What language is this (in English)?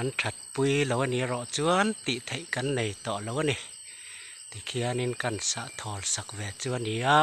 Mizo